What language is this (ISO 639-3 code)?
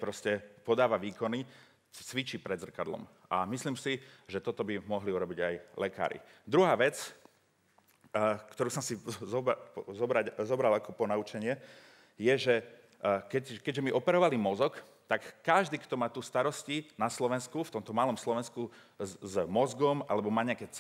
slk